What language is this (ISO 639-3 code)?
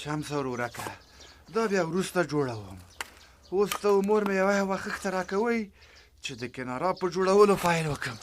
pus